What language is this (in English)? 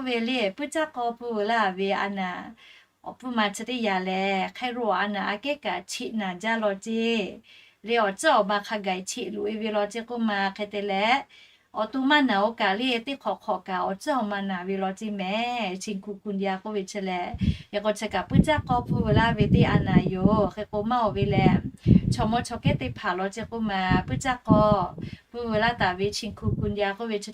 Lahu